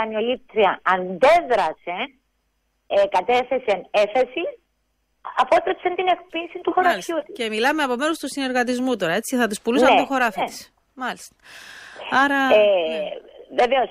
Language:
Greek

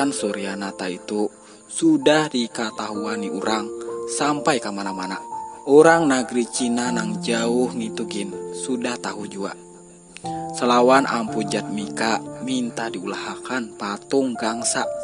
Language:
Banjar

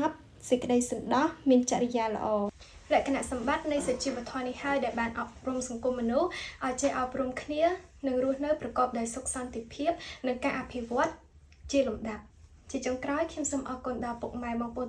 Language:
Khmer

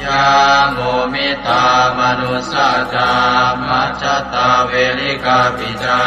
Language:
Pali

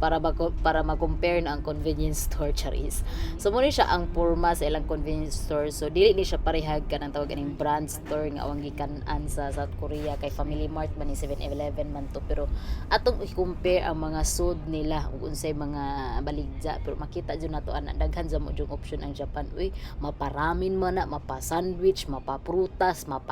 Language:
Cebuano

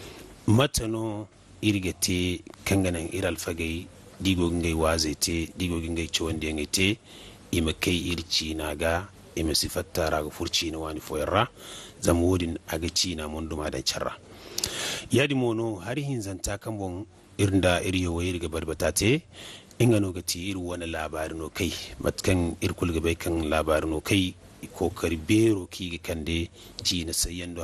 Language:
Zarma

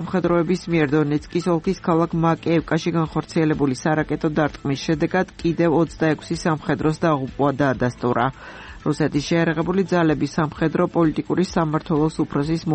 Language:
Georgian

